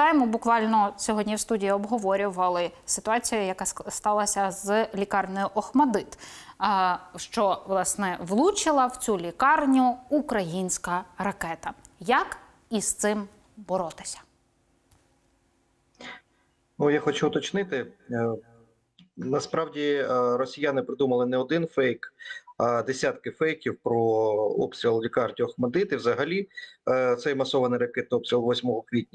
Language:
Ukrainian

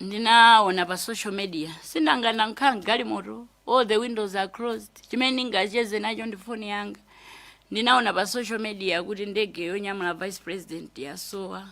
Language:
Nyanja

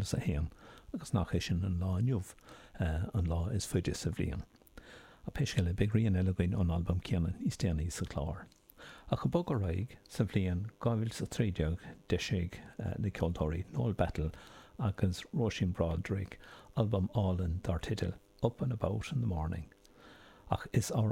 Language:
Irish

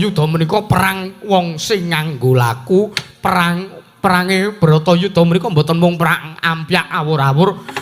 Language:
Javanese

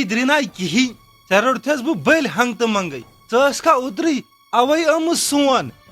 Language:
Kashmiri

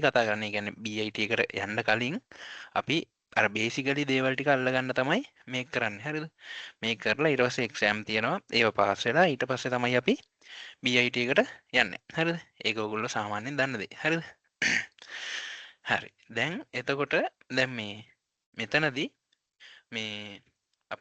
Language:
Sinhala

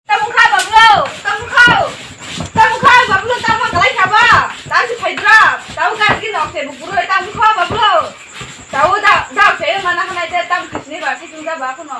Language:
Kok Borok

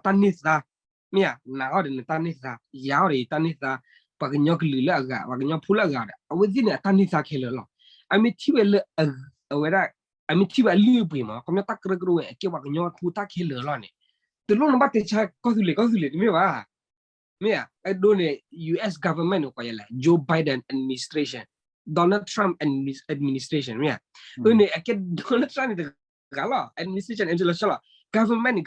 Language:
S'gaw Karen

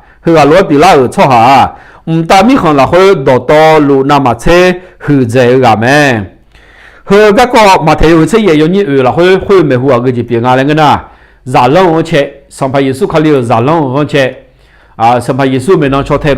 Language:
Akha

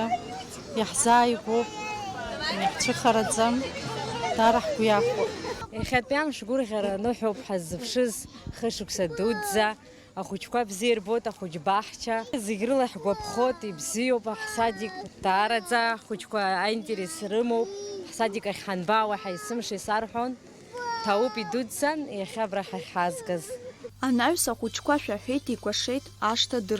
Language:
Abkhazian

